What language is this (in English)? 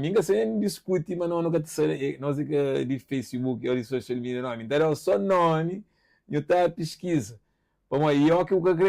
Kabuverdianu